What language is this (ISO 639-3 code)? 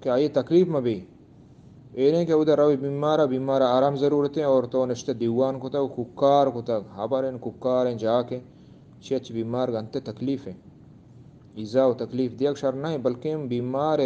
bgp